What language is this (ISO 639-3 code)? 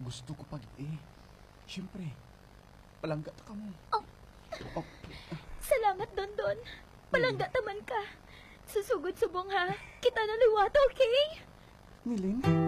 hil